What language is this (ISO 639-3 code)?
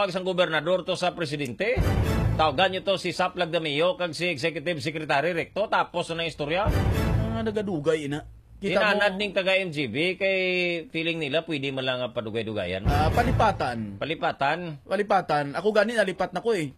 hil